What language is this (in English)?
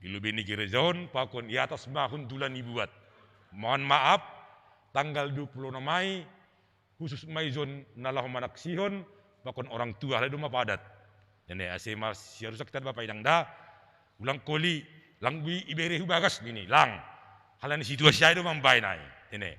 Batak Simalungun